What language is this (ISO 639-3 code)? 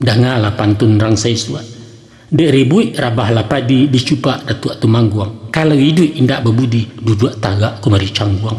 min